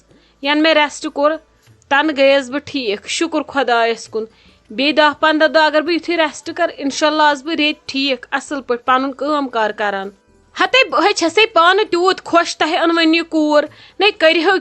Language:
Kashmiri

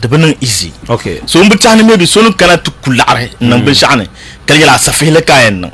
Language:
Dagbani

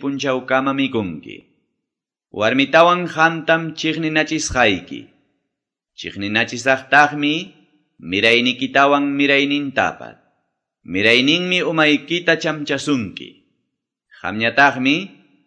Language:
Quechua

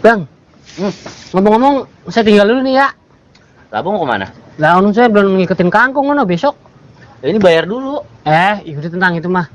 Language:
Betawi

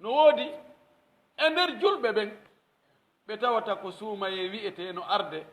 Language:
Pular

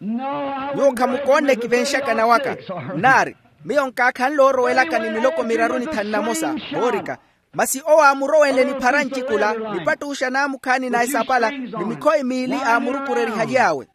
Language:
Makhuwa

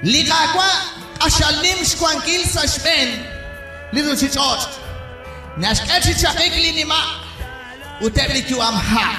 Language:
Kekchí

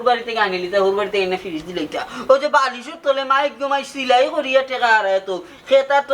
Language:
Sylheti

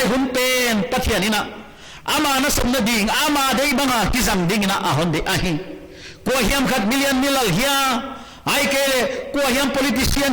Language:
Paite Chin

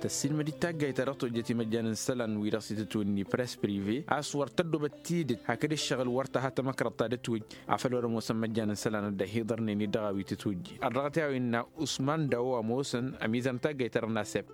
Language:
Tamasheq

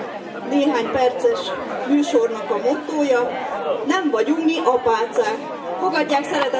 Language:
Hungarian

